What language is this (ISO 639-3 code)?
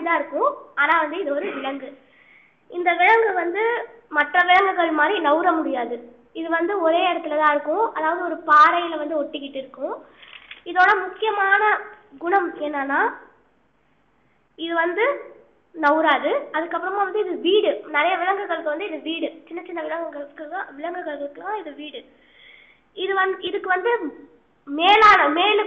tam